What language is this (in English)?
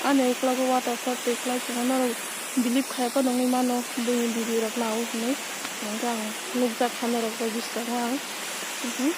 Kok Borok